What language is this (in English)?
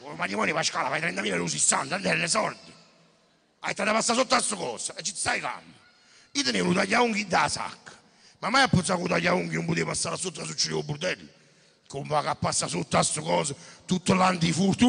Neapolitan